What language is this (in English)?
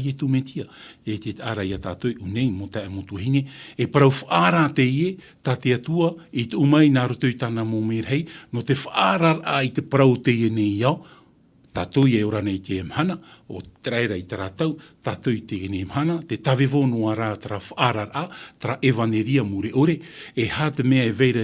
Tahitian